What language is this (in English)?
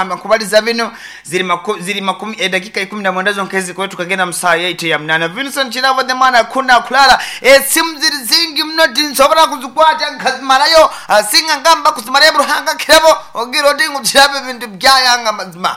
Nyankole